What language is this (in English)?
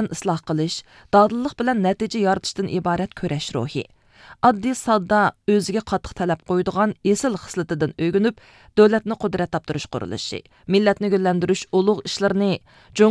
Uyghur